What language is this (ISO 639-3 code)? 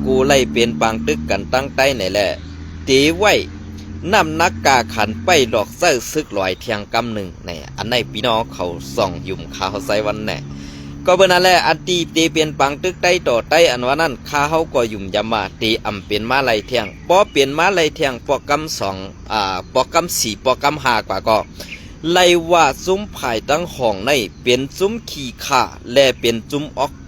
shn